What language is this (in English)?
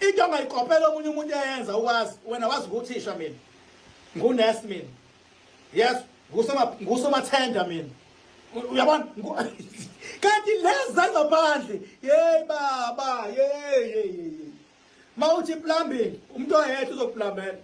Zulu